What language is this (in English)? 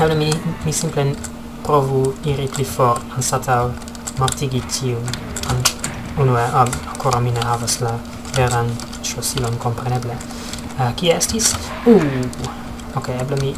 Esperanto